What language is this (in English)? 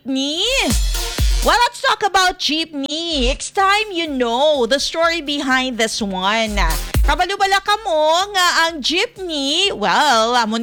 Hiligaynon